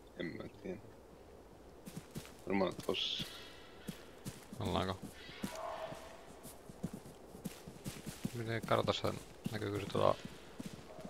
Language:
Finnish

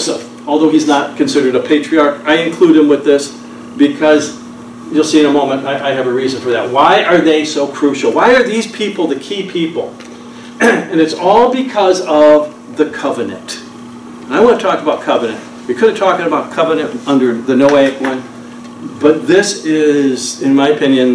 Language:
English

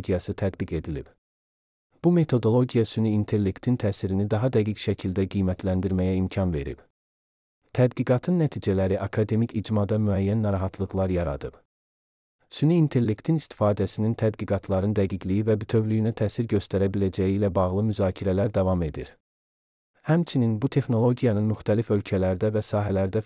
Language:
Azerbaijani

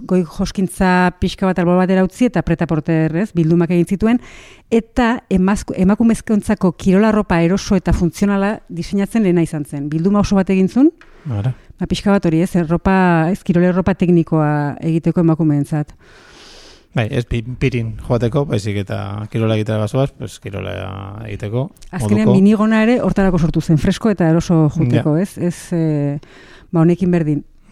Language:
Basque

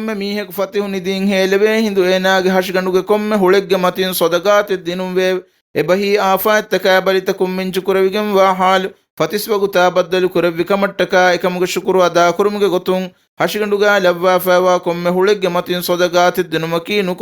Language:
Divehi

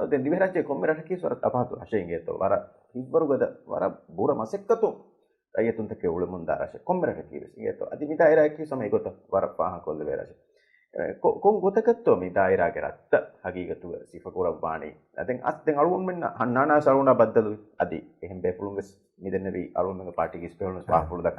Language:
Divehi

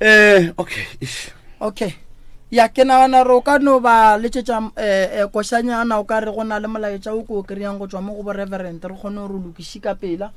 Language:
Northern Sotho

